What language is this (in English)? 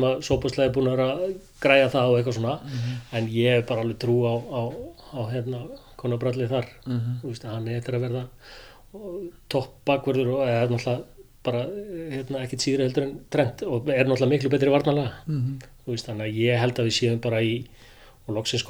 Icelandic